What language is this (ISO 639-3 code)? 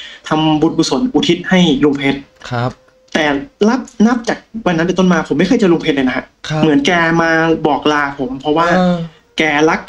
tha